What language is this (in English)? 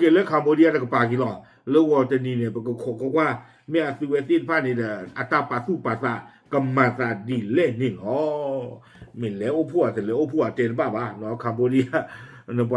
S'gaw Karen